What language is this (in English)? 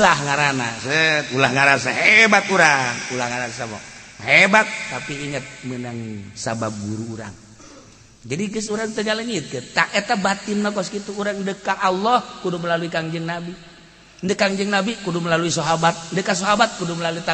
Sundanese